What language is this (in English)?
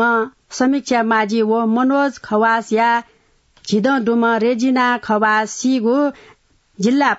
Newari